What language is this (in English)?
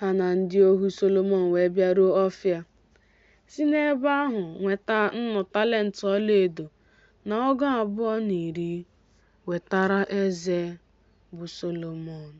Igbo